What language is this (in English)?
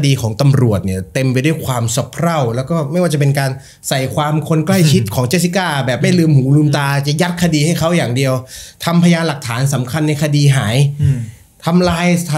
Thai